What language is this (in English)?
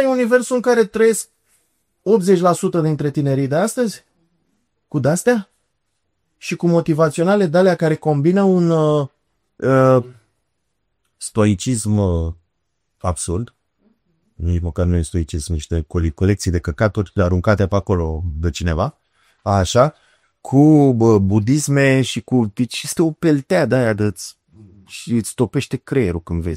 Romanian